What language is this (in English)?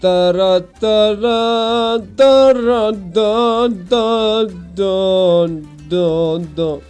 South Azerbaijani